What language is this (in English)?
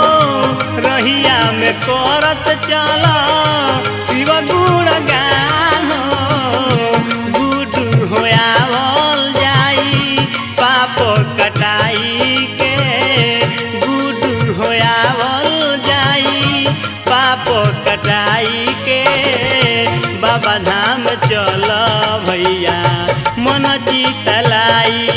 Bhojpuri